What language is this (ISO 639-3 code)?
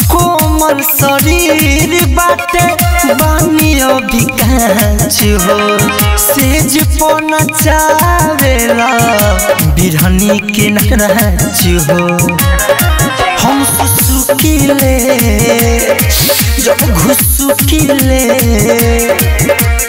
bho